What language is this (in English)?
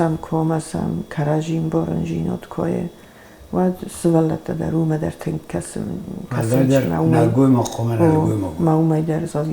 Ossetic